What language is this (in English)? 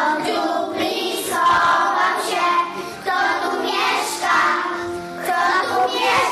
Polish